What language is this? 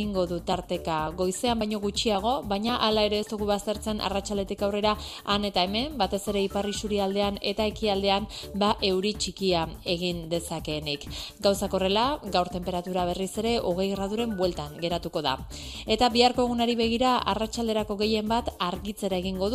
Basque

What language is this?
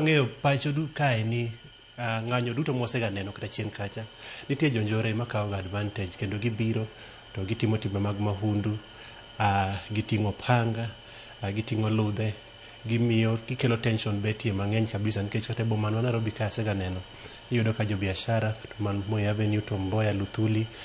Luo (Kenya and Tanzania)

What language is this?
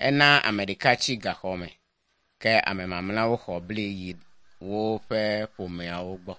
Ewe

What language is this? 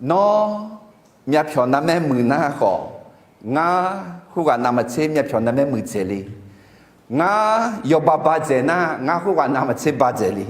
Akha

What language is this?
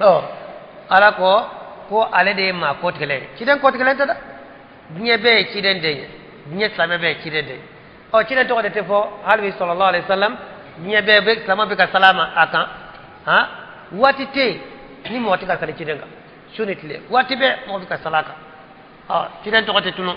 Bambara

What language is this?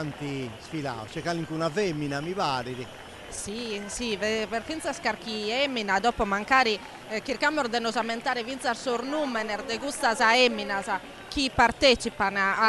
Sardinian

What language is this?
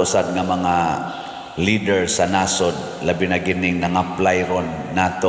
Cebuano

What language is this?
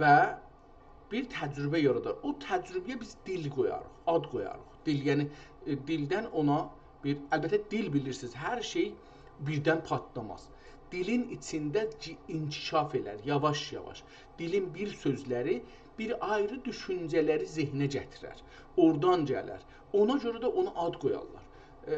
South Azerbaijani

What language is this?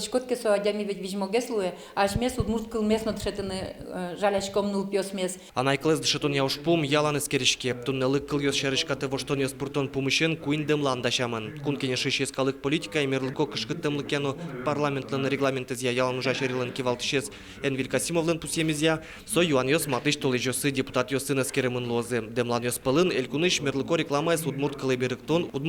Udmurt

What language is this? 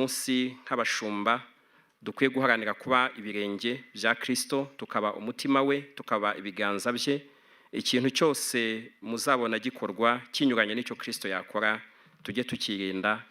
Kinyarwanda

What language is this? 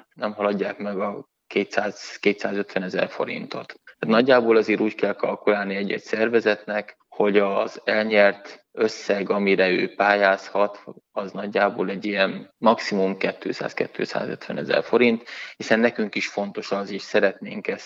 Hungarian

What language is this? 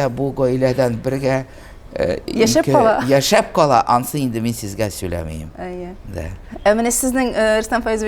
Tatar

